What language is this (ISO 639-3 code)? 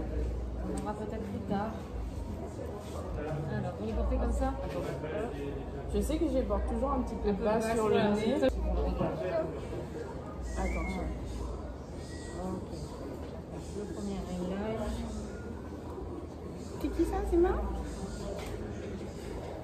fra